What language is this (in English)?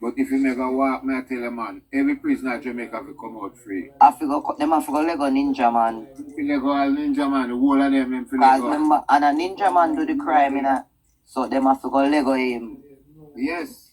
Jamaican Creole English